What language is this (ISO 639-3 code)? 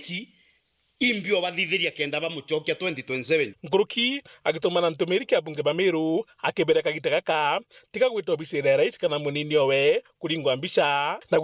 mer